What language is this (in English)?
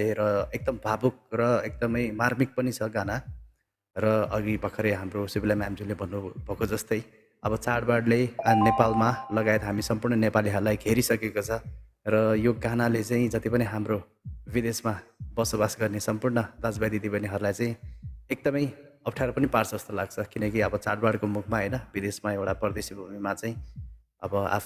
Nepali